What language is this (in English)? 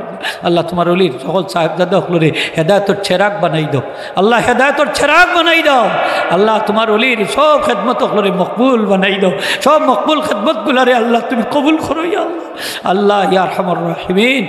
Sylheti